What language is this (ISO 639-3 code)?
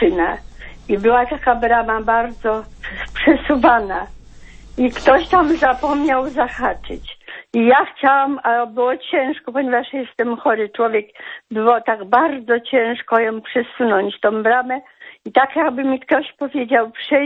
pol